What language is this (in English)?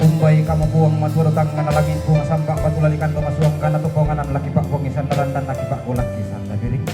Toraja-Sa'dan